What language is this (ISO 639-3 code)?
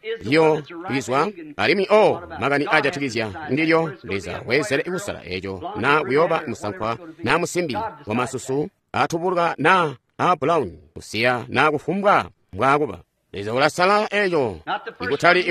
toi